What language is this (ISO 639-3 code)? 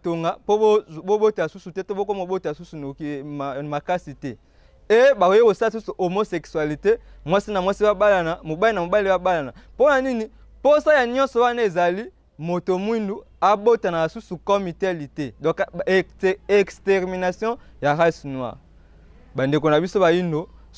lin